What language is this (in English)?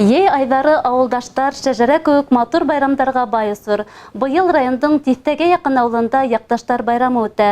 Bashkir